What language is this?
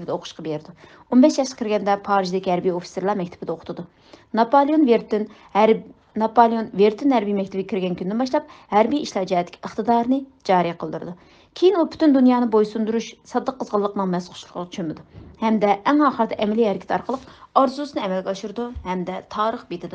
Uyghur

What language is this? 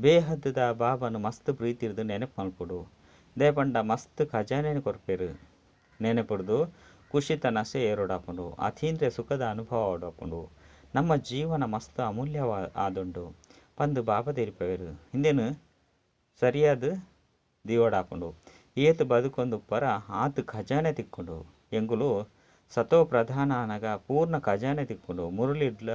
Tulu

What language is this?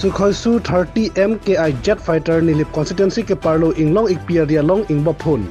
Karbi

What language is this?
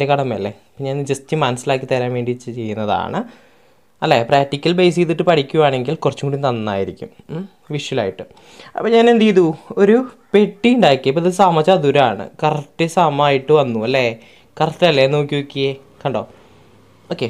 Malayalam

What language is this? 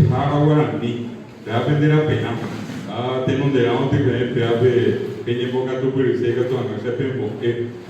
Guarani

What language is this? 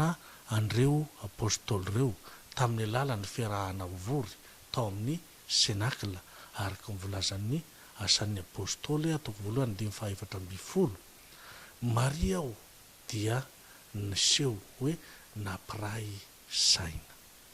Malagasy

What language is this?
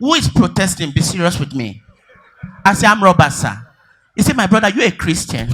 Nigerian Pidgin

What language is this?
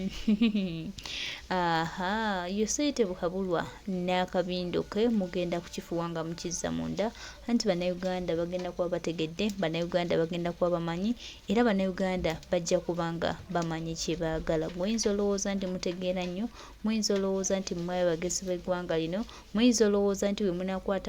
Ganda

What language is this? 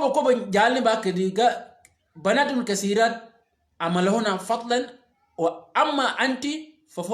Shilluk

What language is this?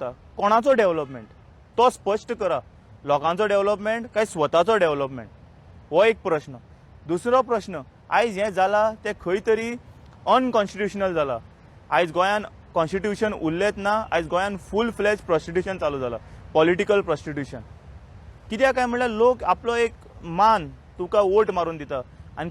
Konkani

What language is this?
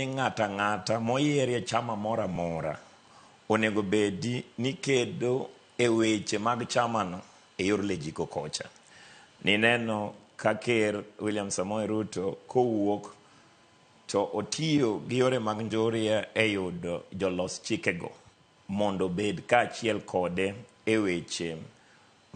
Luo (Kenya and Tanzania)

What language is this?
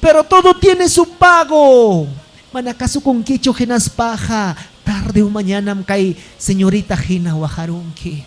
Ayacucho Quechua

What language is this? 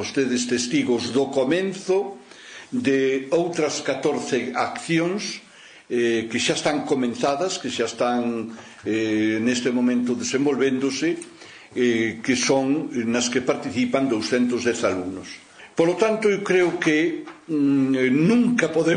Galician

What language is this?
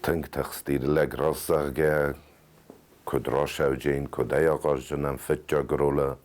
Ossetic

